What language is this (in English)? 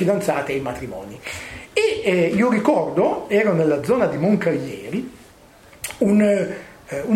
Italian